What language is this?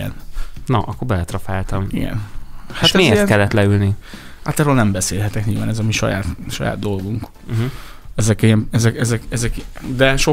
Hungarian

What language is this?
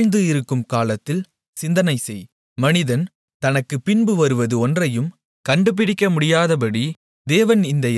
Tamil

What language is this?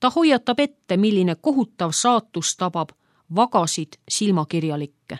Estonian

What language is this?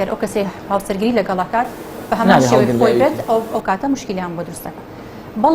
Central Kurdish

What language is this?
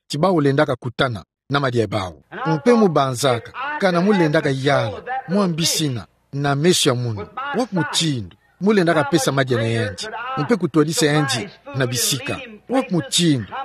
Kituba (Democratic Republic of Congo)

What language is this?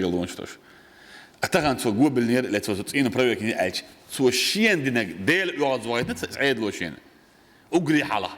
Chechen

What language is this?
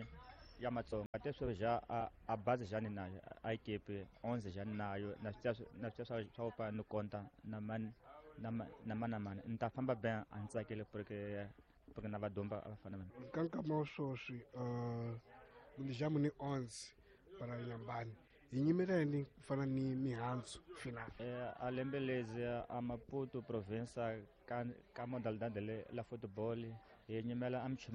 Tsonga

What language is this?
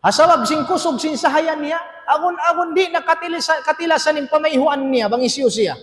Tausug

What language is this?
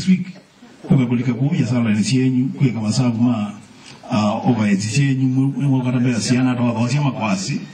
Kamba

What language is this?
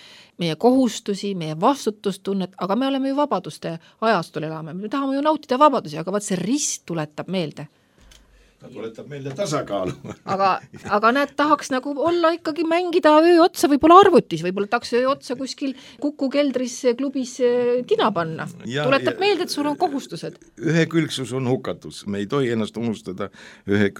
Estonian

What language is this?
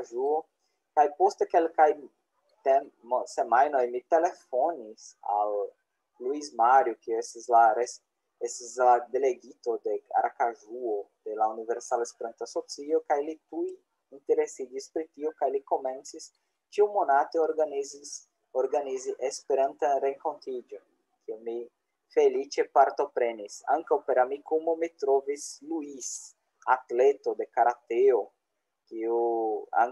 Esperanto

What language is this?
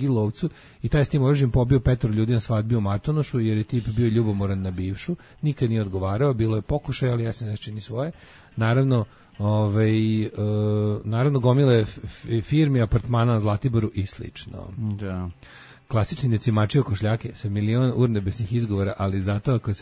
Serbian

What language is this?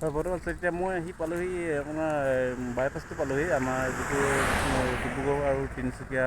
Assamese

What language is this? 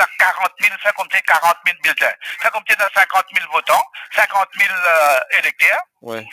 Morisyen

